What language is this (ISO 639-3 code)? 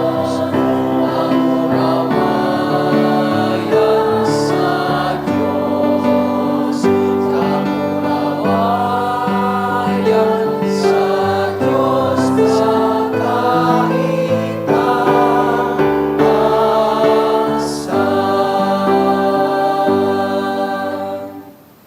bik